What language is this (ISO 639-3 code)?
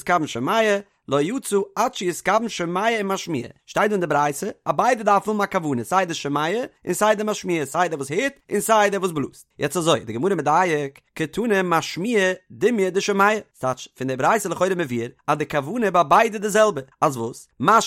yid